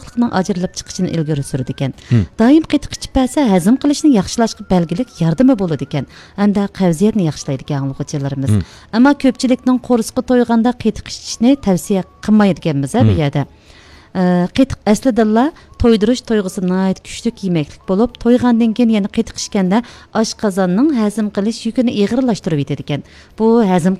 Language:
Uyghur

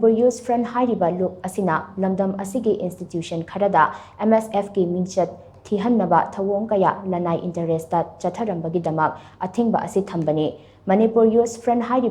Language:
Manipuri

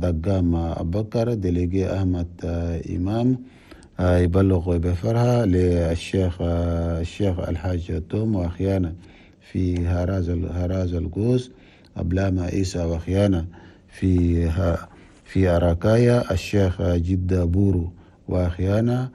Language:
Chadian Arabic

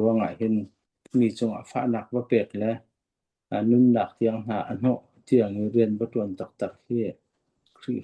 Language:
Hakha Chin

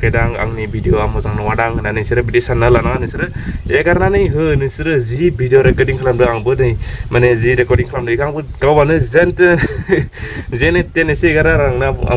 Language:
Bodo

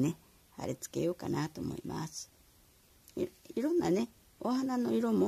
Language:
Japanese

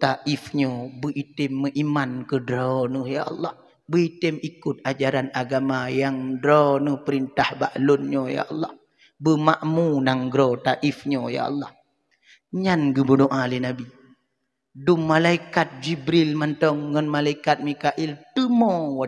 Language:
Achinese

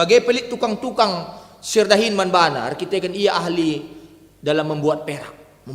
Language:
Batak Karo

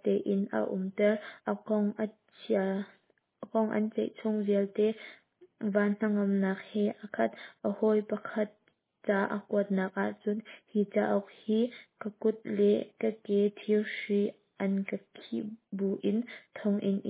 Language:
Hakha Chin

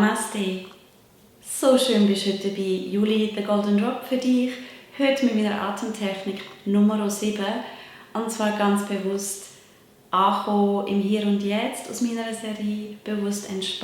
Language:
Swiss German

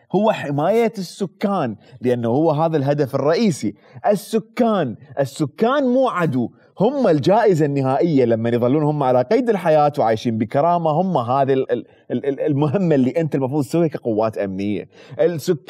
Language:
Mesopotamian Arabic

